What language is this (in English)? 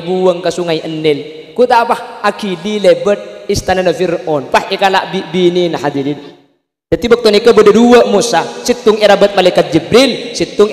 Madurese